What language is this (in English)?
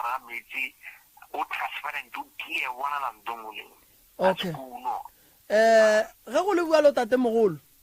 Northern Sotho